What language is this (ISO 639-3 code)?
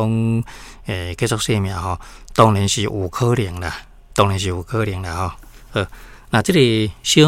nan